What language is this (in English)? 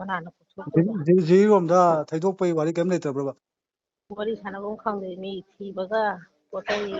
Manipuri